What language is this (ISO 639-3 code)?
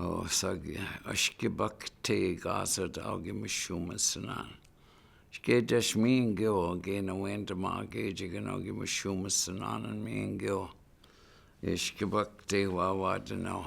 ciw